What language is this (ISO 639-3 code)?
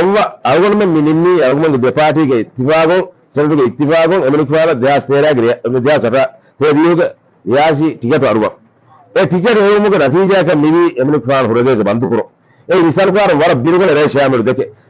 div